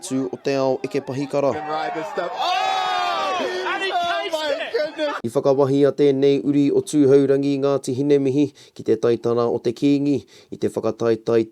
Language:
Māori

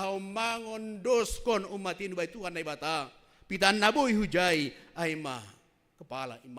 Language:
Batak Simalungun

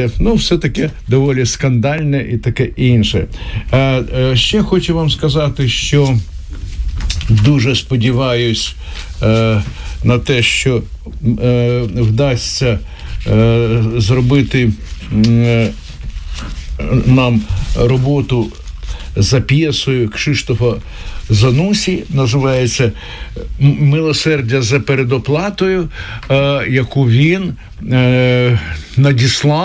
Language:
Ukrainian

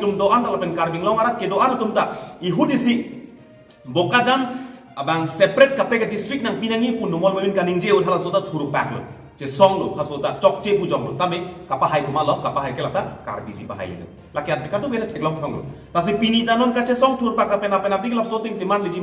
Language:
Karbi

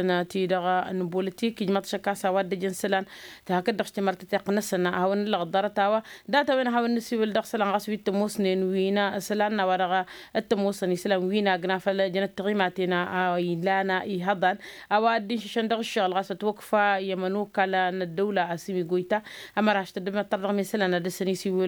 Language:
Tamasheq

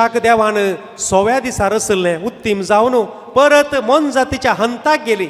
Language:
Konkani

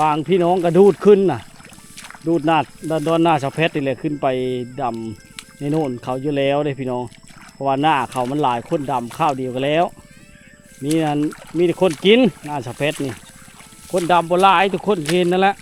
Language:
Lao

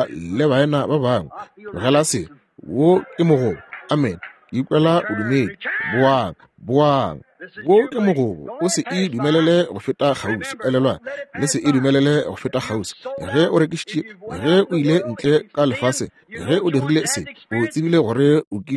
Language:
Northern Sotho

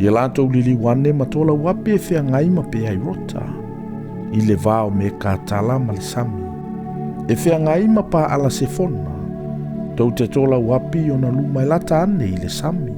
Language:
Samoan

